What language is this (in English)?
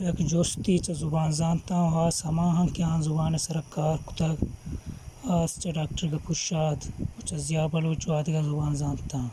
Baluchi